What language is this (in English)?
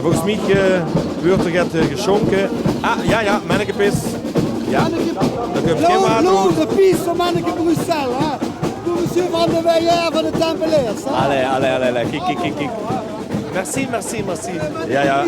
Limburgish